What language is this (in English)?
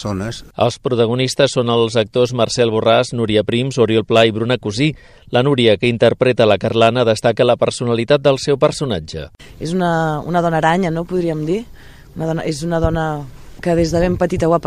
Catalan